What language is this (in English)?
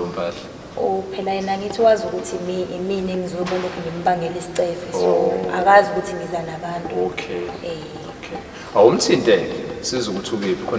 Zulu